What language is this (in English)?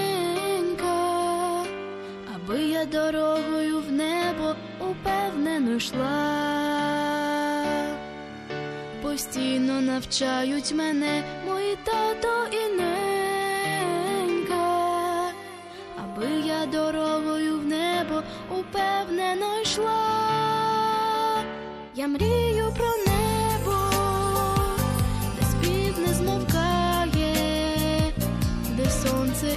Ukrainian